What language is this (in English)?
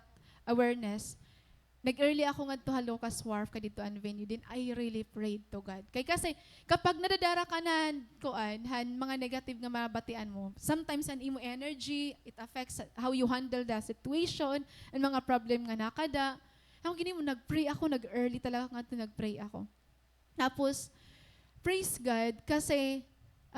Waray